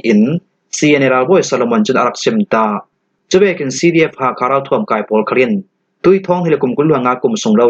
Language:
Falam Chin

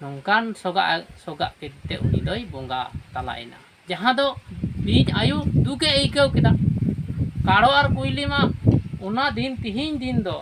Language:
Santali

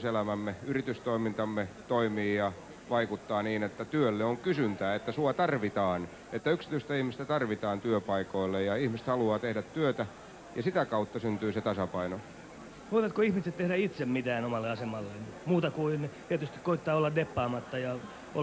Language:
Finnish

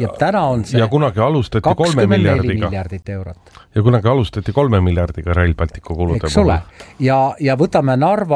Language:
Estonian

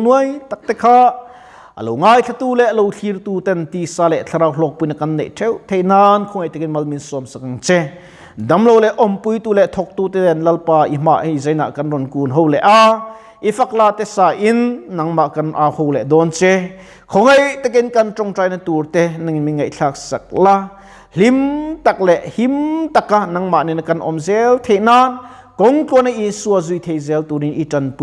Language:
Mizo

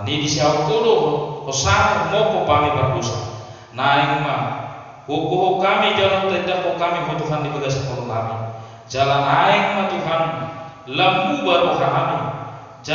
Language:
Batak Toba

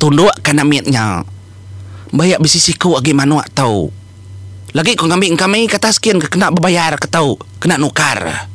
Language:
Iban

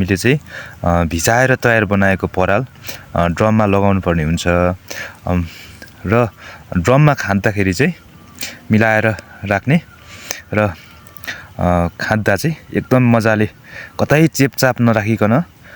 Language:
Nepali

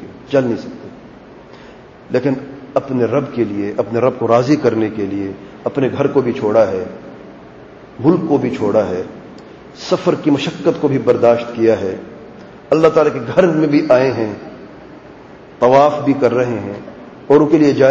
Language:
Urdu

